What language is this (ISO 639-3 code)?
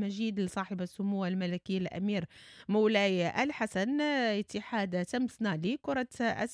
ary